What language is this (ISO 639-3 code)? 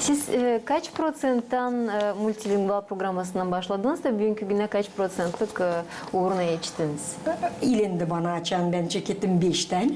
gag